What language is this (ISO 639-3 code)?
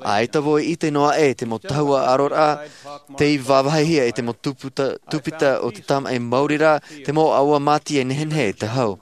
tah